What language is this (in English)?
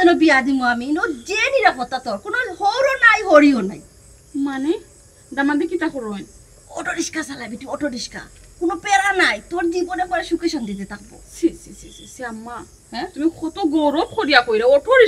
Sylheti